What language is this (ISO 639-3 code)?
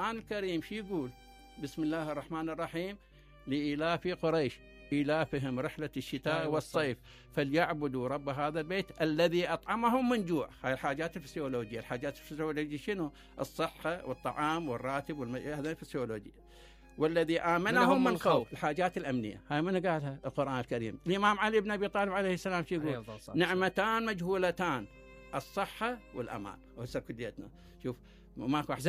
acm